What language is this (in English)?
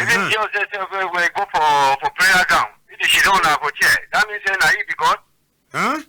Cameroon Pidgin